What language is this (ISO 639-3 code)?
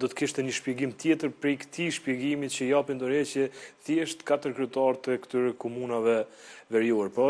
sqi